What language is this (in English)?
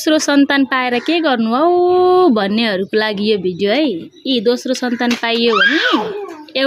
Nepali